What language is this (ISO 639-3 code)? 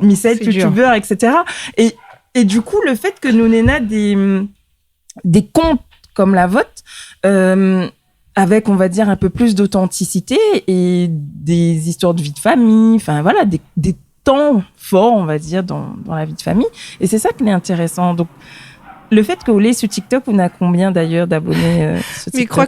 rcf